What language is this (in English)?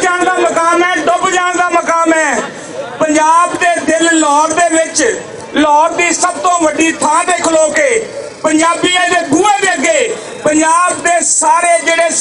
Western Panjabi